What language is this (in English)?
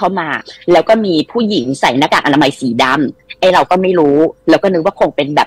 Thai